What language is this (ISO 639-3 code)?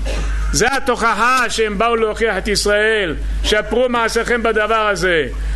heb